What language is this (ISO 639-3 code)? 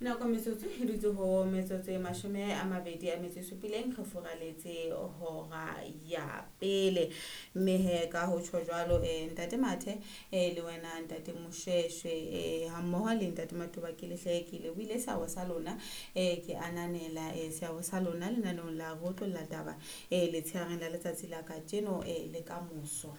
sot